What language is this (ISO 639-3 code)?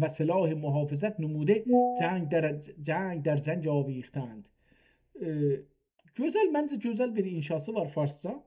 azb